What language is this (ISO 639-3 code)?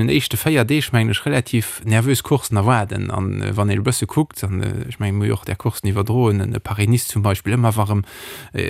ltz